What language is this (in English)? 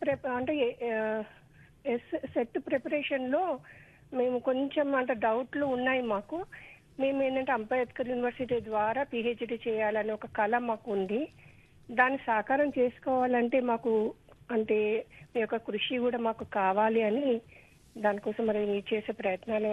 Telugu